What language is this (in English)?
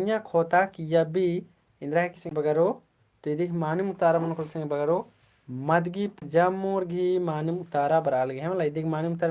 Kurukh